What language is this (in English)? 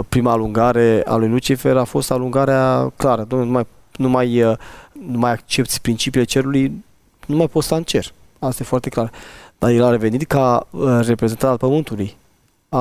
Romanian